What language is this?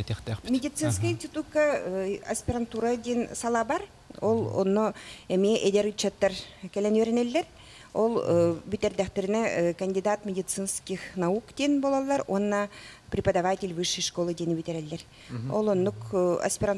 Yakut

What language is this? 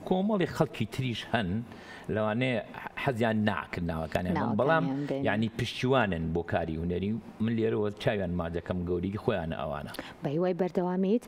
Central Kurdish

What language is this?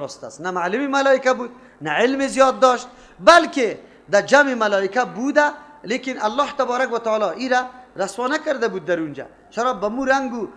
Persian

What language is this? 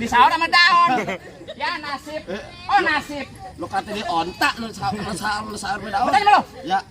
Betawi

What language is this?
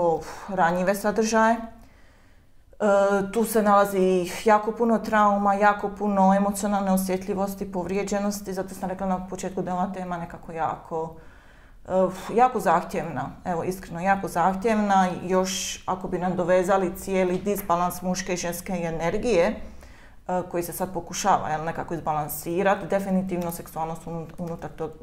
Croatian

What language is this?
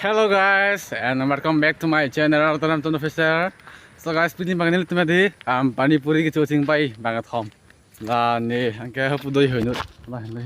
Karbi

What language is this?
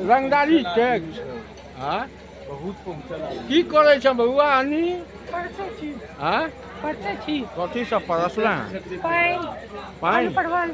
Maithili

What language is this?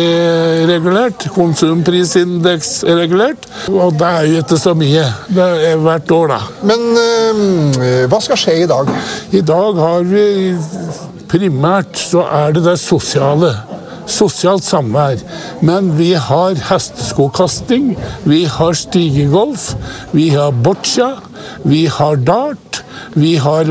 Norwegian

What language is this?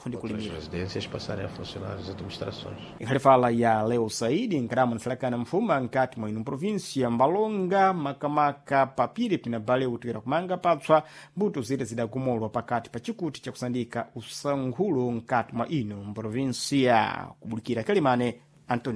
Sena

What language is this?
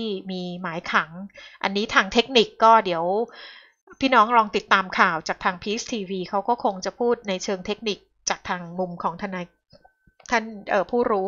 Thai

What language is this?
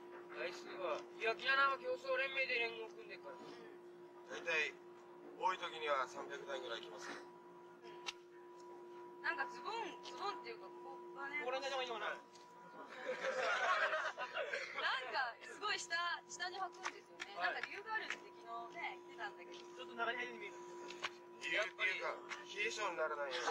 Japanese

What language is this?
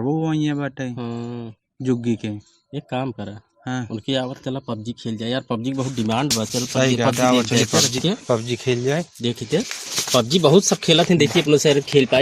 Awadhi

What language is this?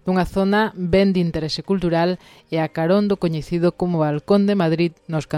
Galician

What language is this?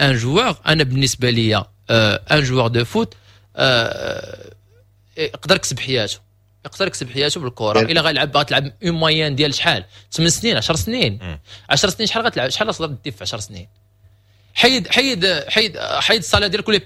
Moroccan Arabic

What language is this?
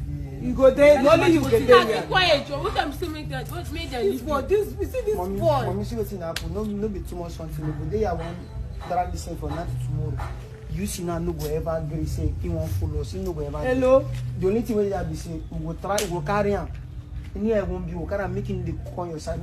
Nigerian Pidgin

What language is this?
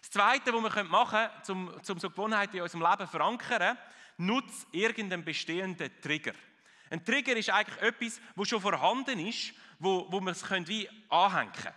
Swiss German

